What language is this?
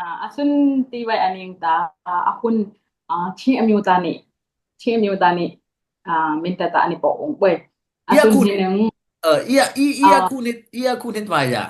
Dimasa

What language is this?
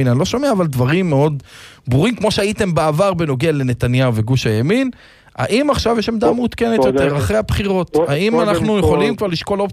Hebrew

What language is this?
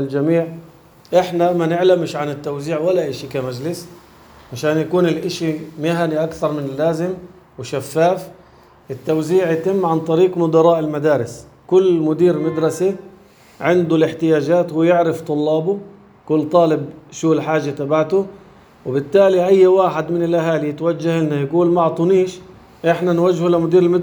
North Levantine Arabic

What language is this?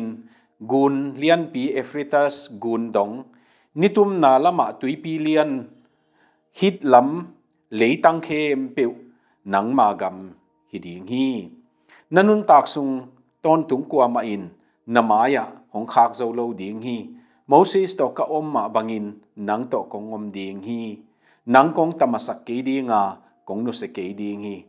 Tedim Chin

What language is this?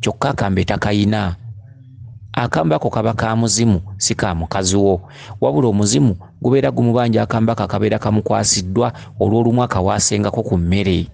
Ganda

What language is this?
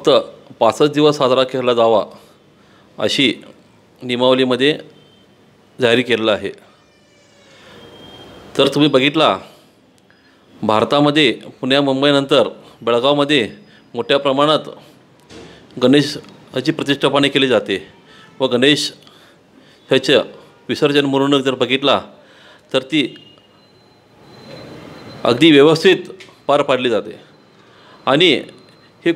Marathi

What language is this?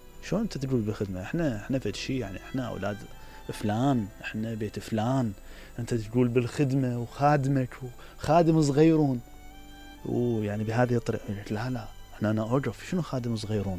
Mesopotamian Arabic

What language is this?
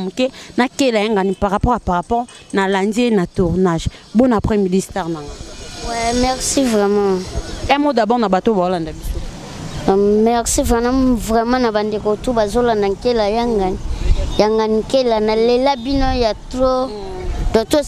Lingala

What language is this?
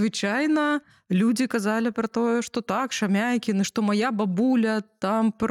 Belarusian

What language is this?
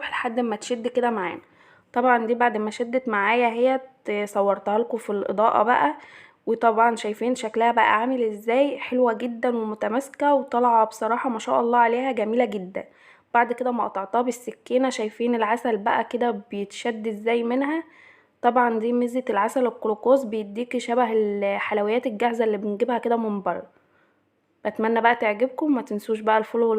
Egyptian Arabic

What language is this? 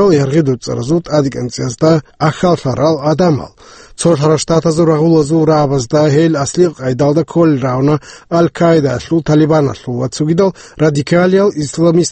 Avaric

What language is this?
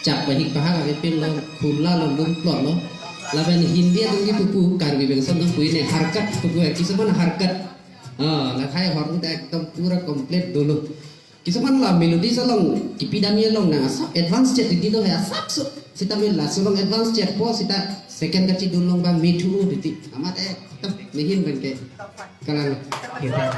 Karbi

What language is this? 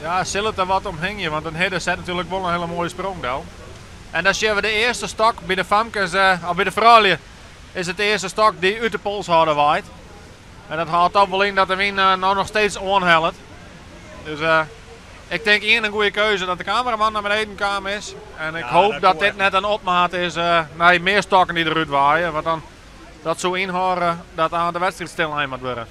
Western Frisian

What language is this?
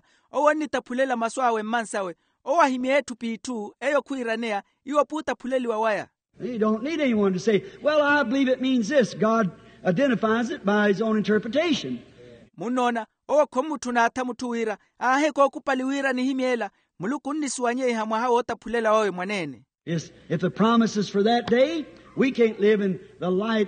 Makhuwa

